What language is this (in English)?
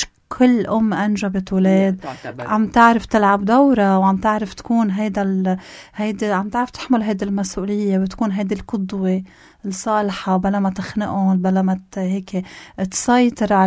North Levantine Arabic